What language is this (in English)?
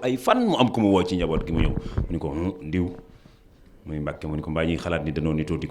Wolof